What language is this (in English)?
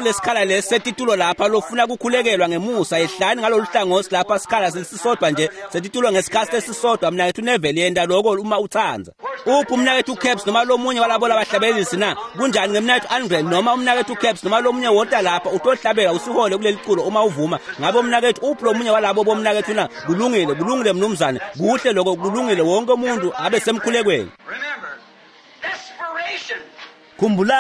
Swati